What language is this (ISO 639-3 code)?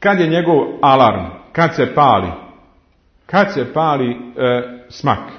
bos